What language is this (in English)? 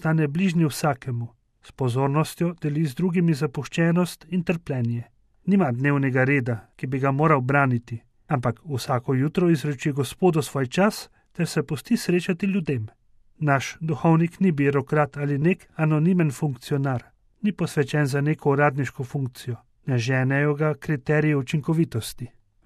Slovenian